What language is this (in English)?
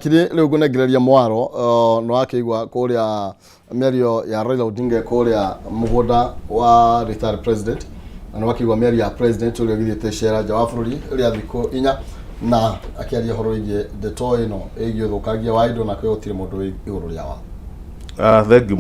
Kikuyu